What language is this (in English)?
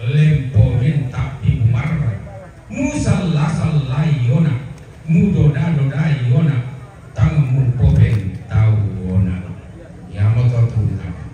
Toraja-Sa'dan